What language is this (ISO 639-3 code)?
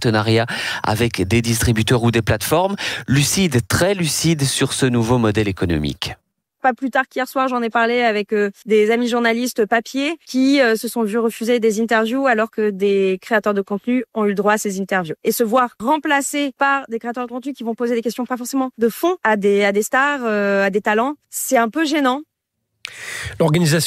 fra